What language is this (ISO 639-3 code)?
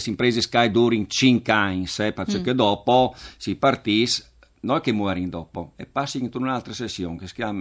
fur